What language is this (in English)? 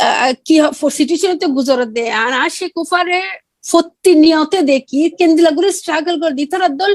Rohingya